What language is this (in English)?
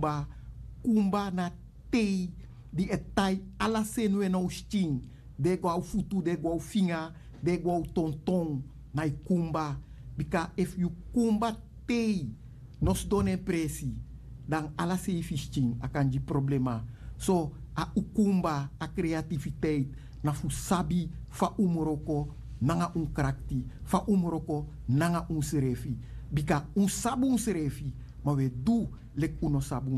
Sranan Tongo